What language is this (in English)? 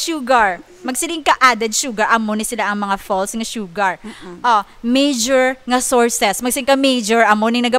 Hiligaynon